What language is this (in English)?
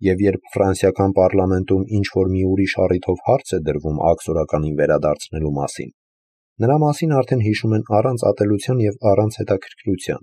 Armenian